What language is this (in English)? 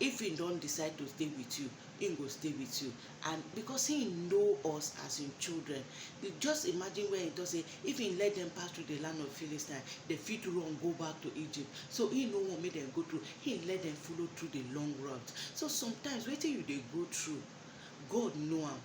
Nigerian Pidgin